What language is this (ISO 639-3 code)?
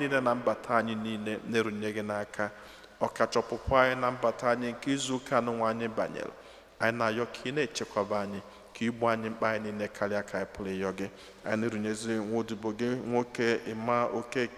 ibo